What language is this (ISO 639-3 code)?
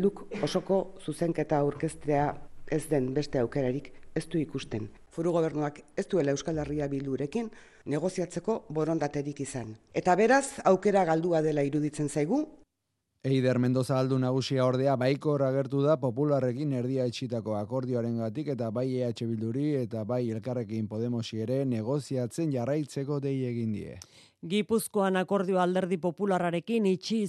eus